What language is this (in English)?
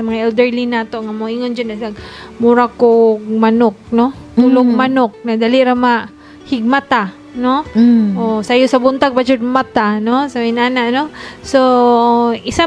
Cebuano